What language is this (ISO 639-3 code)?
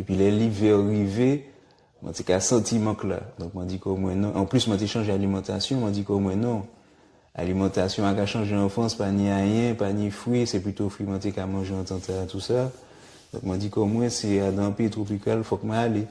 gcf